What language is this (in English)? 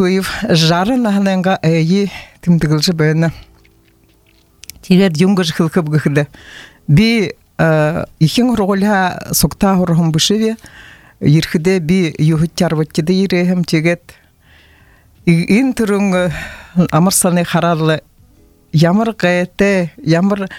Buriat